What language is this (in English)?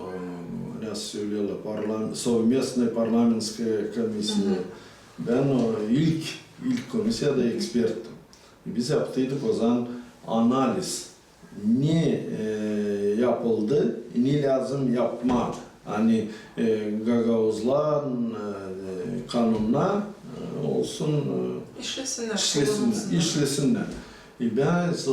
Gagauz